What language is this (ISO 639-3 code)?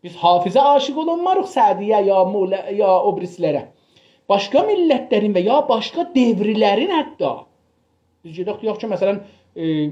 azb